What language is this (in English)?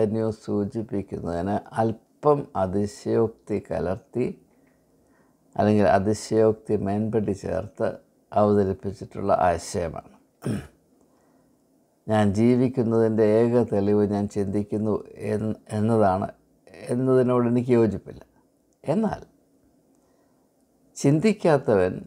Malayalam